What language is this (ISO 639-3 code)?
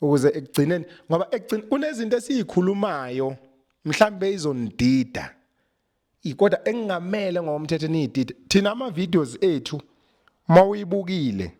zul